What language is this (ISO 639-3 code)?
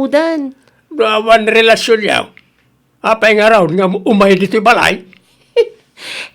ilo